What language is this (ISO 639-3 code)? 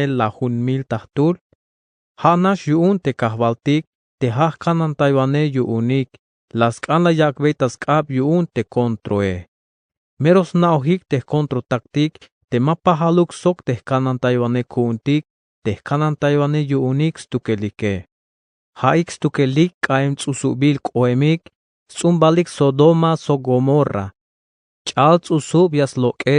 tzh